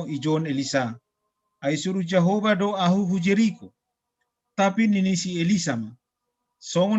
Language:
Batak Simalungun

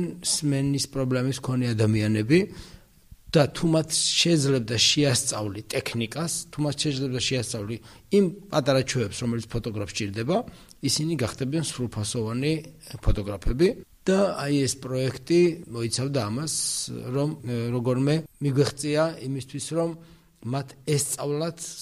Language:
Georgian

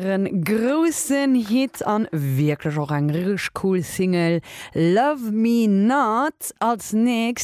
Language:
Luxembourgish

